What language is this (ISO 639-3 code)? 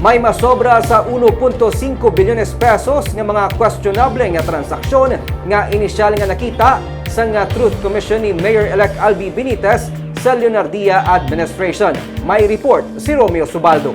hil